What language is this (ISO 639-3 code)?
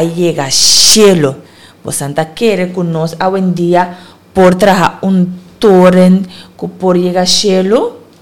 pap